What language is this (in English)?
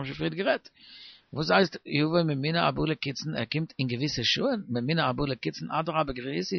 Yiddish